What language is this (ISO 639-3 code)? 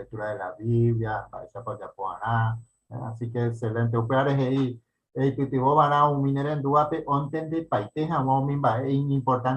grn